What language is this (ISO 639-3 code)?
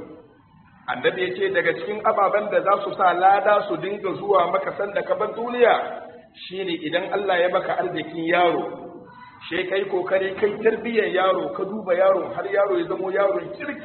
hau